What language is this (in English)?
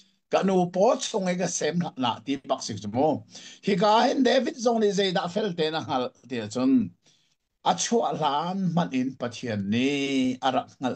Hakha Chin